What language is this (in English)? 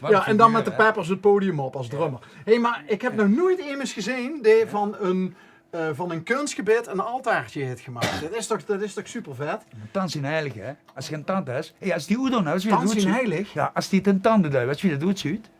Limburgish